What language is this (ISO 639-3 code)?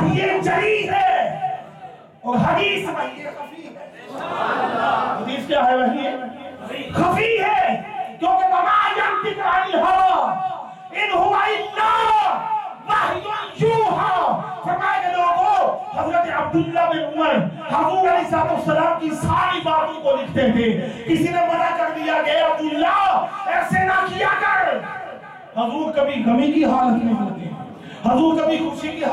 urd